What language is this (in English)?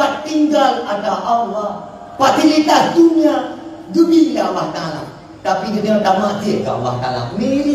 Achinese